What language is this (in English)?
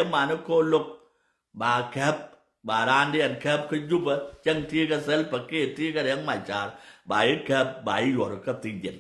Nuer